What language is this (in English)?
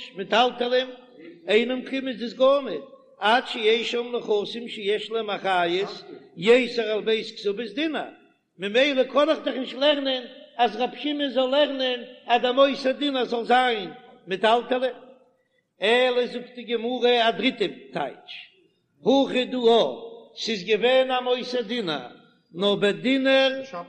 Yiddish